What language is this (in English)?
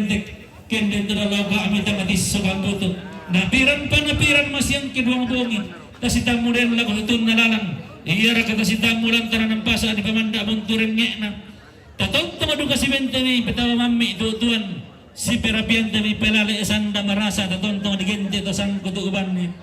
Toraja-Sa'dan